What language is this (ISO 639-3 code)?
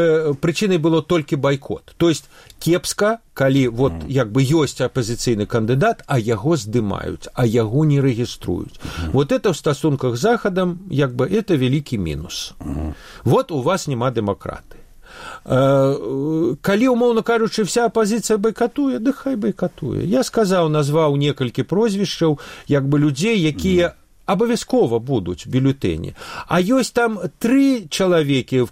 bel